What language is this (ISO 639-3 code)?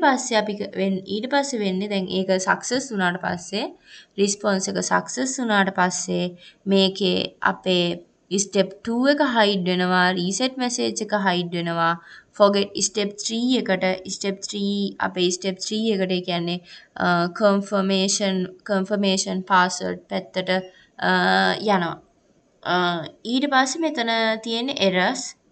sin